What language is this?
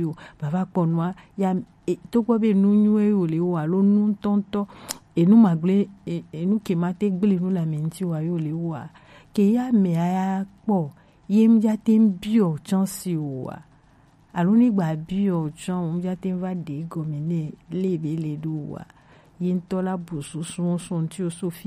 Gen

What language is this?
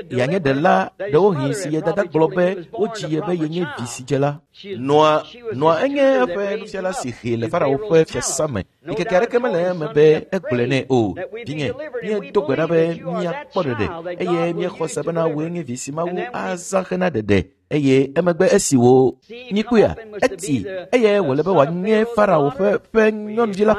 Ewe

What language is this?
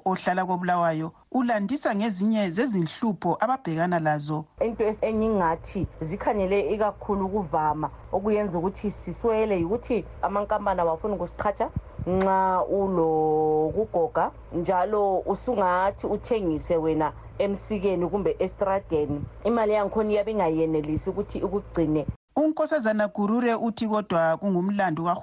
North Ndebele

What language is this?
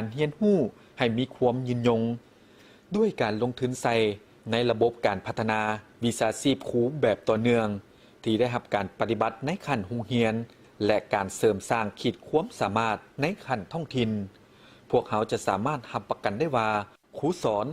Lao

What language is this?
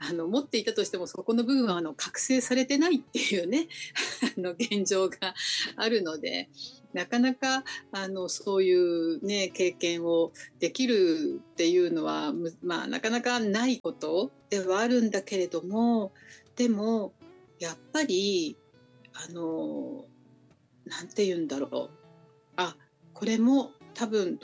Japanese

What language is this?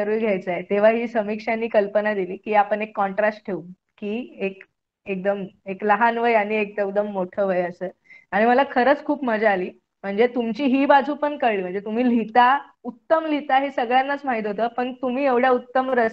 Marathi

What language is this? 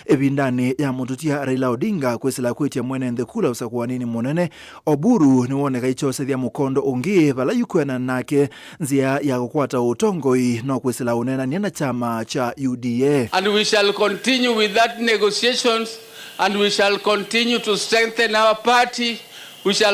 Kamba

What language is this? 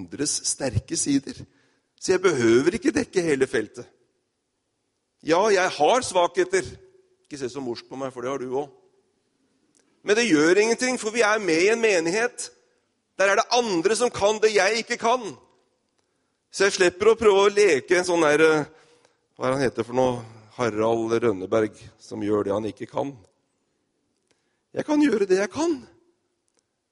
Norwegian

